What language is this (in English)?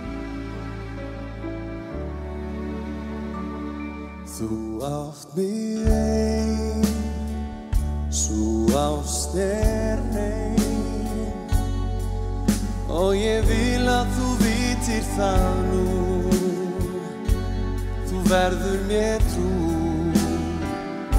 Icelandic